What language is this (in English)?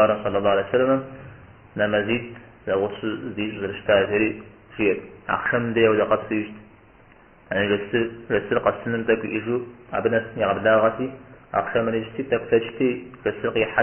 Kabardian